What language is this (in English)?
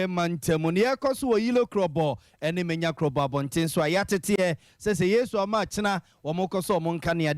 Akan